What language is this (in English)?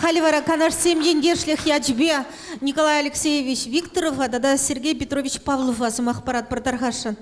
Chuvash